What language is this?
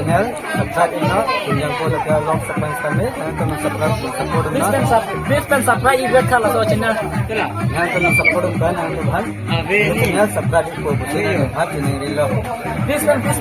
Karbi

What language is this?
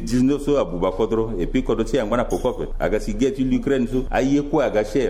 Sango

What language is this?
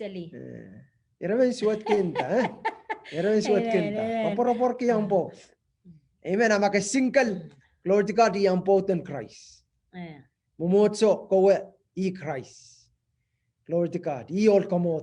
Pohnpeian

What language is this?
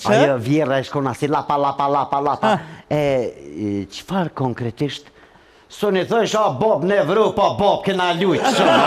Albanian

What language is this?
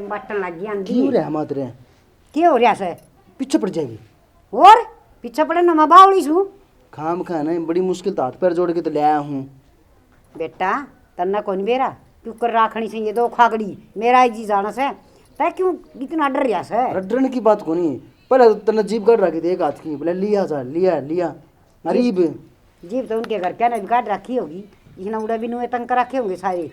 Haryanvi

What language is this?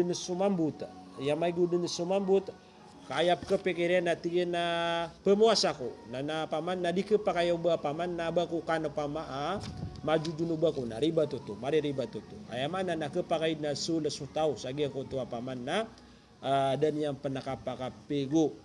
Maranao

